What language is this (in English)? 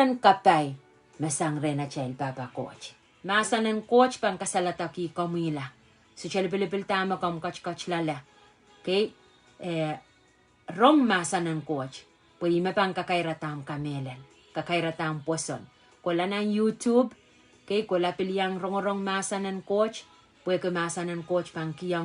Pohnpeian